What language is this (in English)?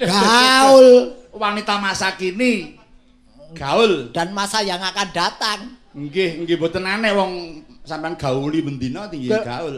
Javanese